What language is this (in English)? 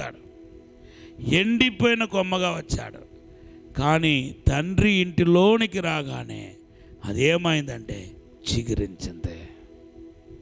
Telugu